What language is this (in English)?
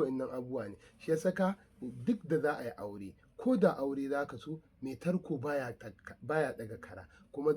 Hausa